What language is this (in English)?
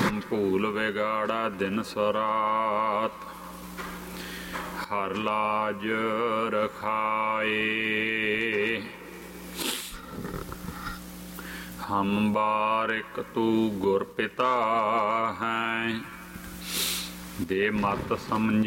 Punjabi